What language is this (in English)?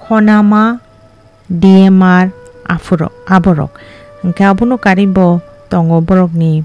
Kok Borok